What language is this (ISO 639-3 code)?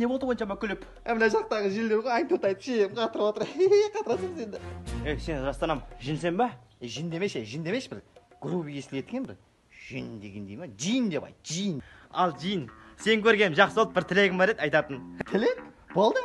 kaa